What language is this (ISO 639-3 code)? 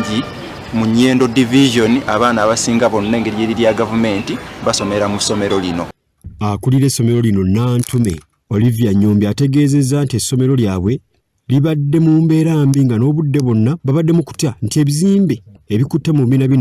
lug